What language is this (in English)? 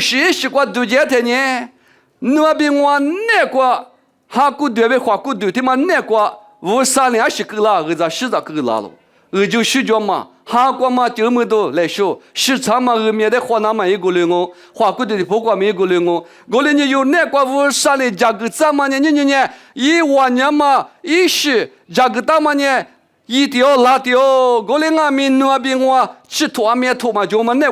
Lisu